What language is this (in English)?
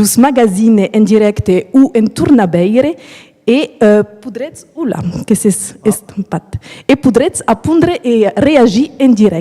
Occitan